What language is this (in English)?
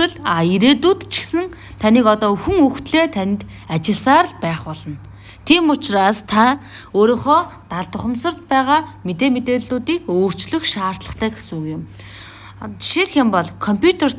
Mongolian